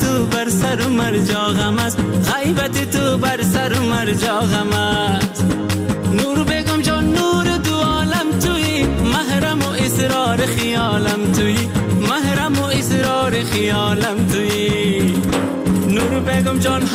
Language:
Persian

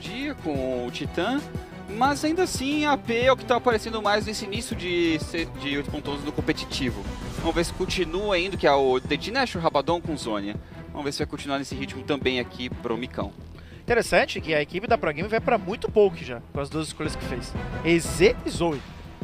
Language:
Portuguese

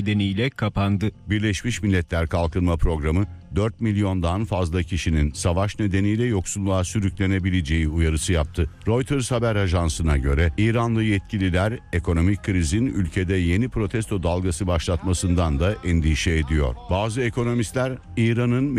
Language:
Turkish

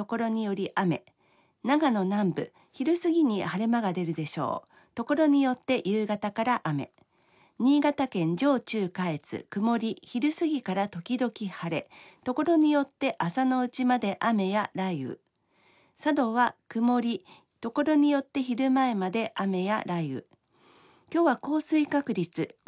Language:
Japanese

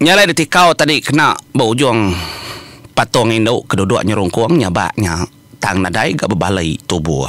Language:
Iban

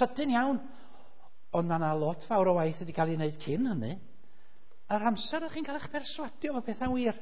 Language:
Welsh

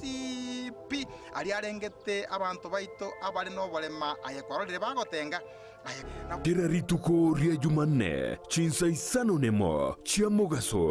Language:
Gusii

